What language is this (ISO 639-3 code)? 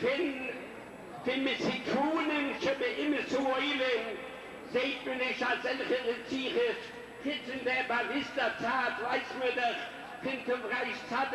yid